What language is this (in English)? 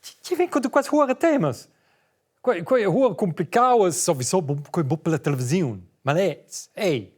Romansh